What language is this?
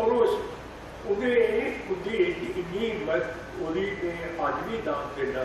Dogri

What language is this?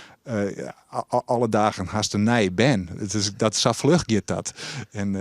Western Frisian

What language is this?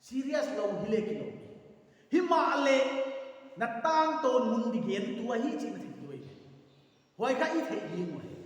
Paite Chin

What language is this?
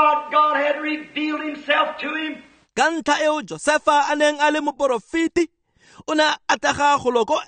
Tswana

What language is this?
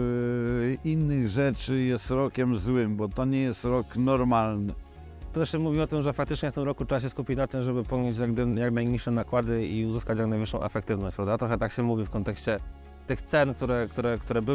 Polish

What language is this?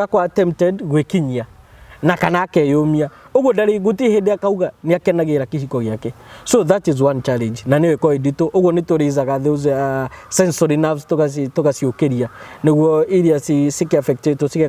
Kikuyu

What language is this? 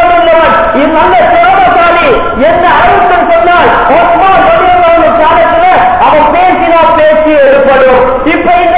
Tamil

